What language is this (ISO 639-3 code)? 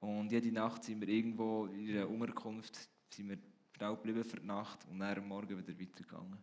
gsw